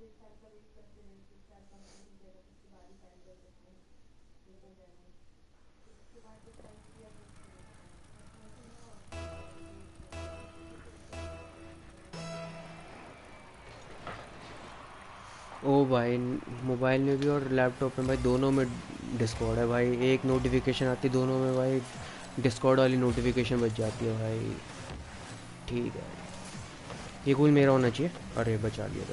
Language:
Hindi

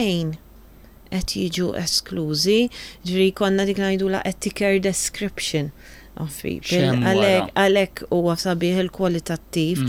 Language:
Maltese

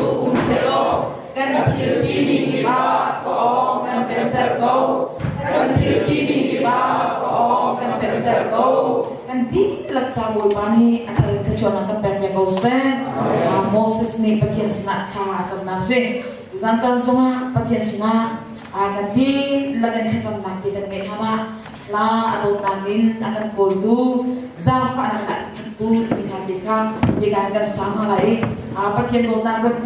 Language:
Hakha Chin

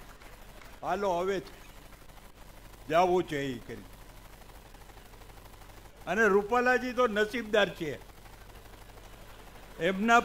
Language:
Gujarati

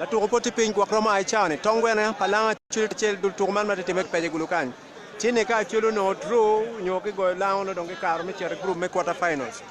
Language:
Acoli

